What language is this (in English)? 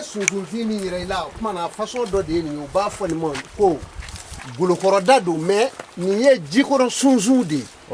Bambara